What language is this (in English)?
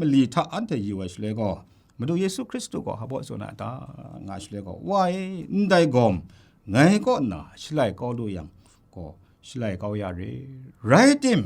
Kachin